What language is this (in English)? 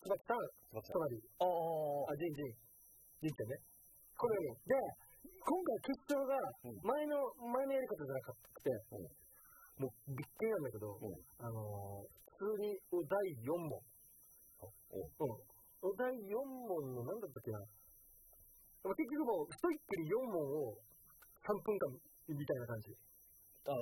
Japanese